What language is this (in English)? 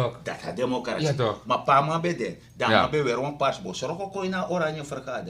Sranan Tongo